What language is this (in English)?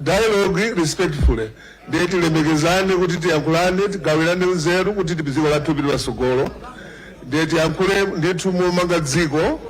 Nyanja